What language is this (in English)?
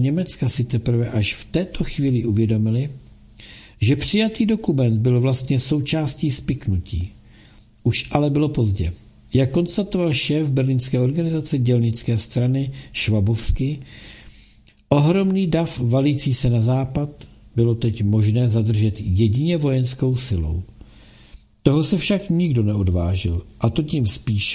Czech